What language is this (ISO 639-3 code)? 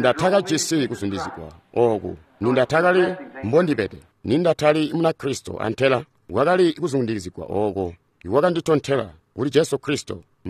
toi